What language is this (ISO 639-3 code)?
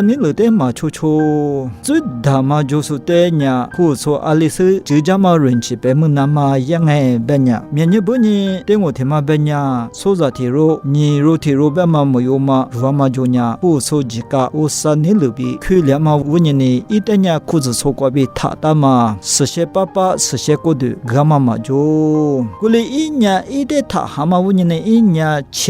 lis